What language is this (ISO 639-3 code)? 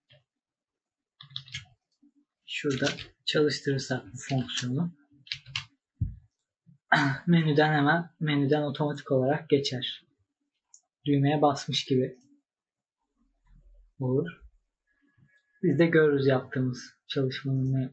tur